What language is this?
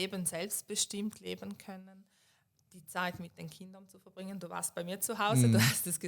Swiss German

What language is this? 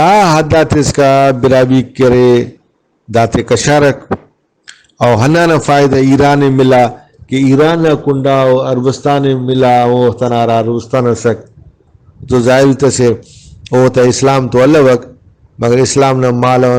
Brahui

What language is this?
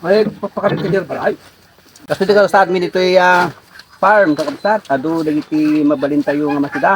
Iloko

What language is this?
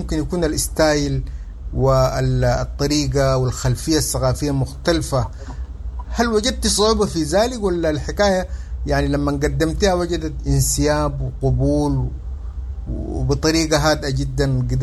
Sudanese Arabic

